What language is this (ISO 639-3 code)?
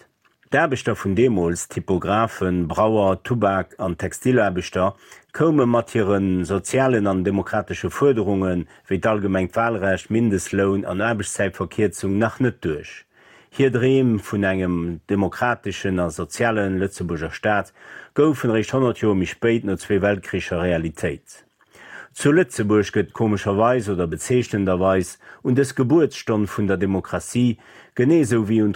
ltz